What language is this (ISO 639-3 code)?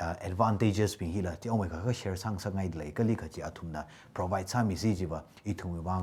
nmf